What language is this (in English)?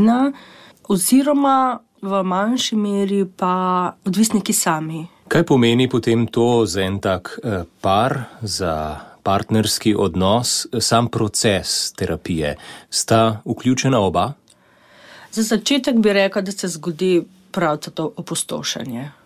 Slovenian